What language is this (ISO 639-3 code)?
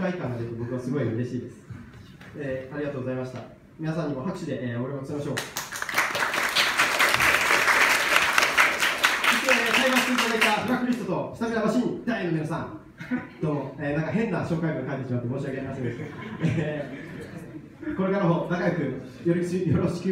jpn